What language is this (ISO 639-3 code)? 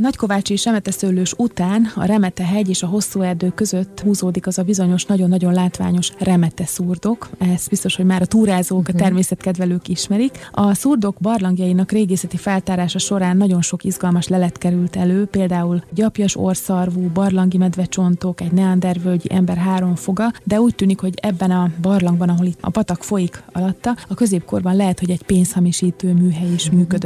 hun